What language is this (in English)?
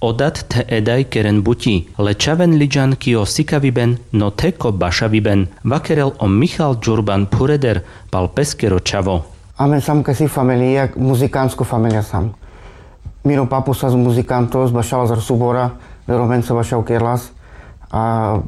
Carpathian Romani